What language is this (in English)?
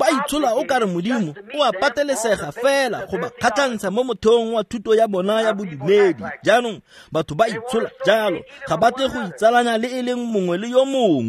Tswana